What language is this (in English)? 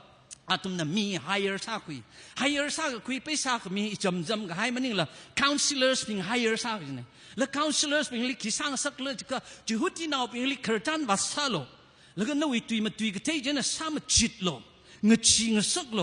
Tangkhul Naga (India)